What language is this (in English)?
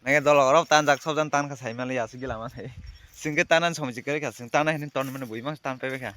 Kok Borok